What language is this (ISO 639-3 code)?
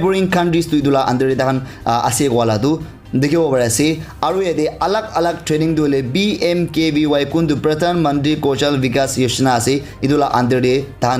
nag